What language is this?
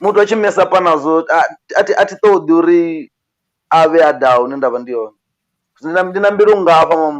Venda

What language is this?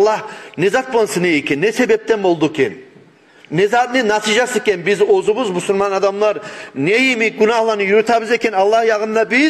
Kumyk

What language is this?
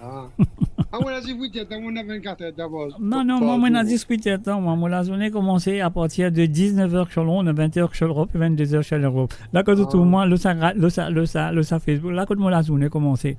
Morisyen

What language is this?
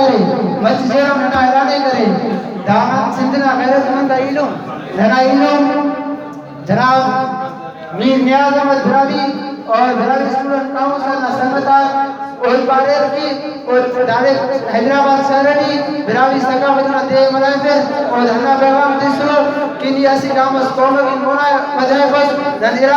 Brahui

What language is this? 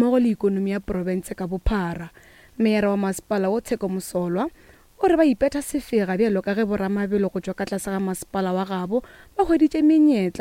Northern Sotho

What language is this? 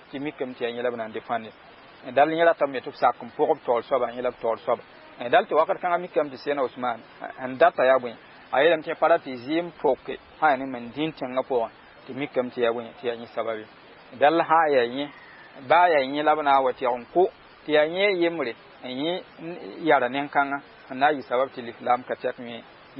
Mossi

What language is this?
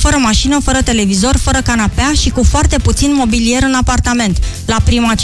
Romanian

